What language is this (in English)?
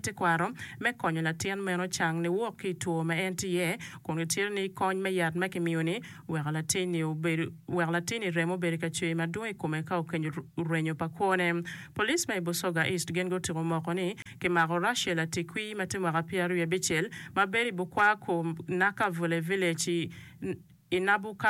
Acoli